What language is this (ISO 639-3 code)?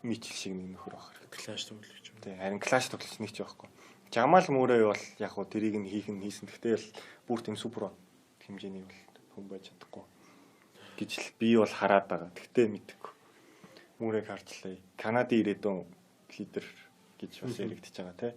mon